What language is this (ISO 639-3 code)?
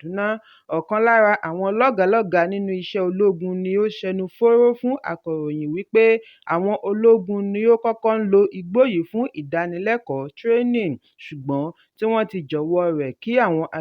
yor